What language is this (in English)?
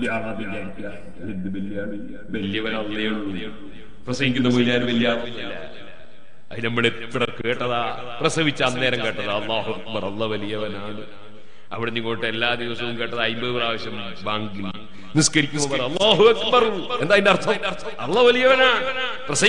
Malayalam